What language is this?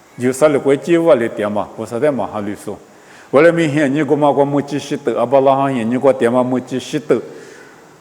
Lisu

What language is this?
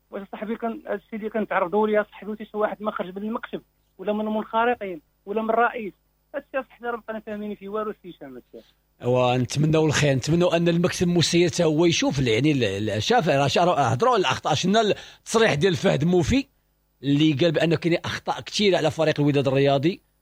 Moroccan Arabic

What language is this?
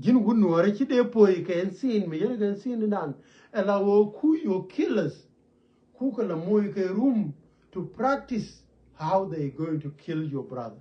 Nuer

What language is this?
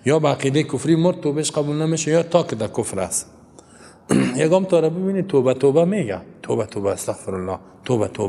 Tajik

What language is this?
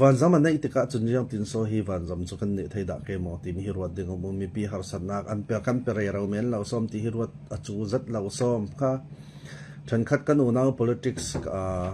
Falam Chin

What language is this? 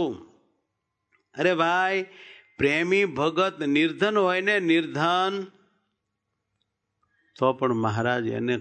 Gujarati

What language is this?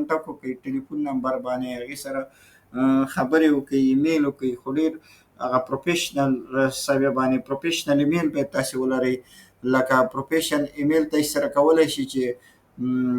Pashto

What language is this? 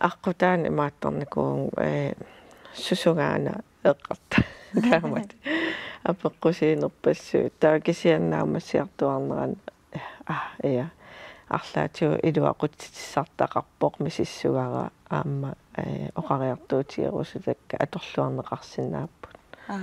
Kalaallisut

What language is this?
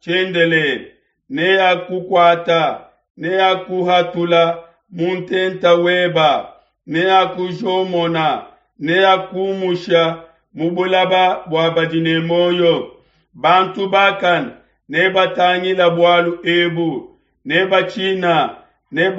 Luba-Lulua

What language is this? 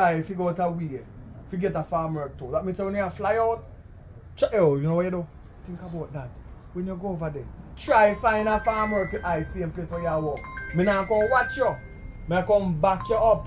Jamaican Creole English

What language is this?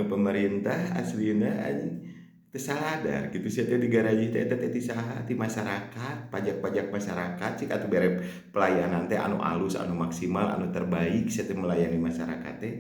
Sundanese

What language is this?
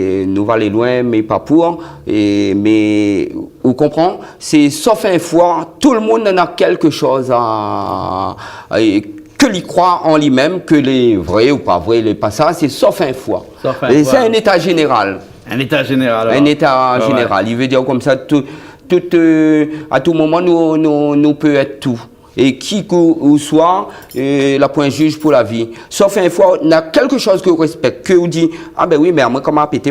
Réunion Creole French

